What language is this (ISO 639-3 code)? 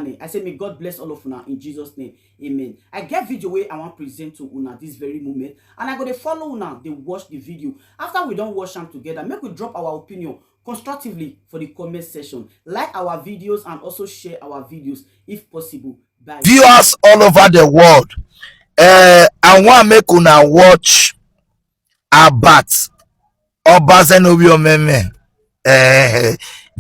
pcm